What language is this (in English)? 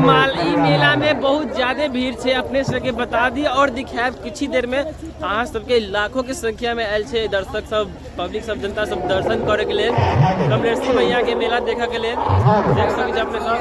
Maithili